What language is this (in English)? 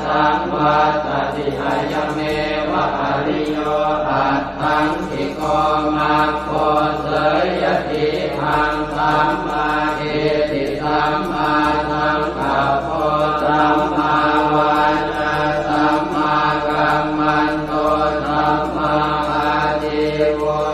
Pali